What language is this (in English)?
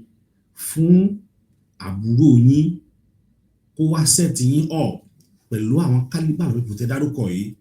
Yoruba